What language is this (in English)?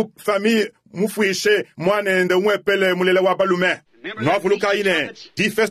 Luba-Lulua